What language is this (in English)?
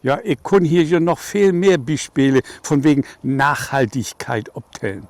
Low German